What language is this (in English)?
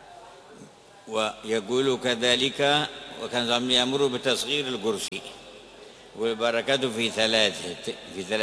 Arabic